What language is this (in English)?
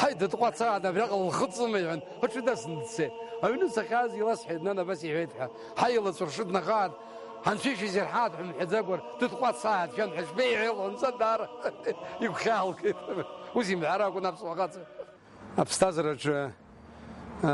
Abkhazian